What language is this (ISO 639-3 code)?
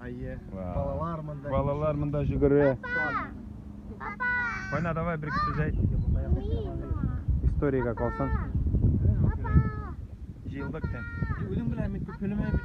tat